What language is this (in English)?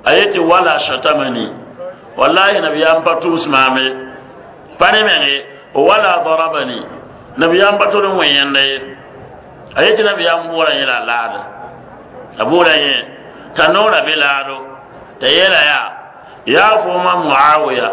Mossi